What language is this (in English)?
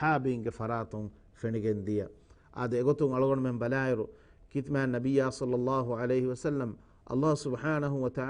Divehi